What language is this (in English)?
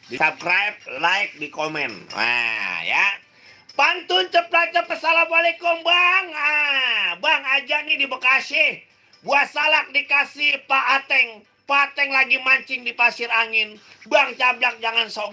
Betawi